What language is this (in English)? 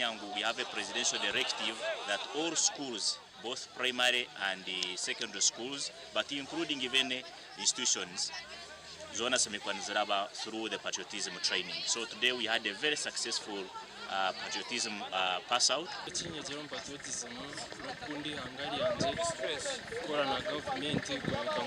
Nyankole